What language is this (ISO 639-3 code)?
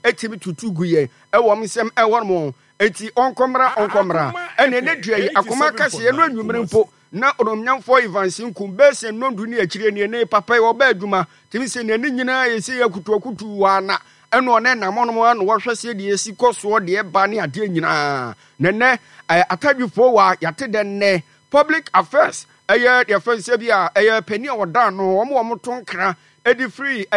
aka